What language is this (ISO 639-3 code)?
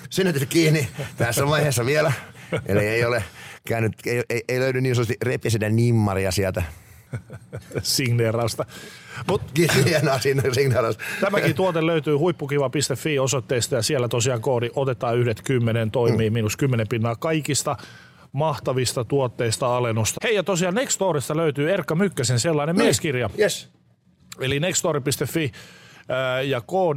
fin